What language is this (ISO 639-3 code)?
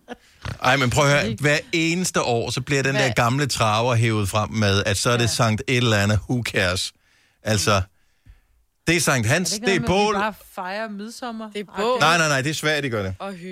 dan